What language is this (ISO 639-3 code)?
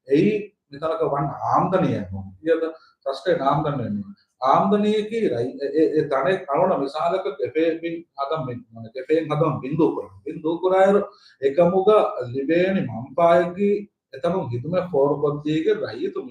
div